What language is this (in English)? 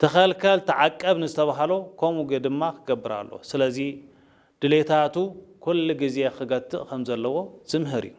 Tigrinya